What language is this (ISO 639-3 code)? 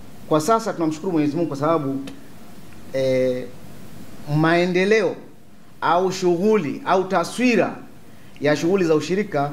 swa